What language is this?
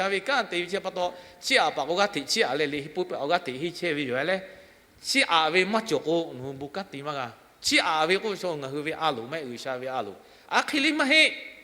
Lahu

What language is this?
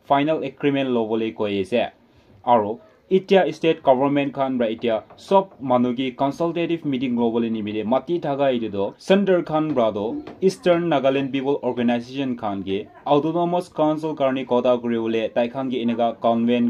Naga Pidgin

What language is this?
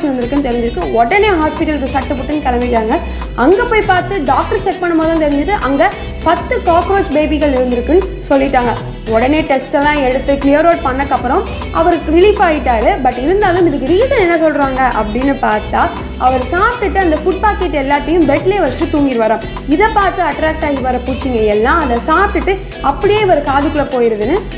Tamil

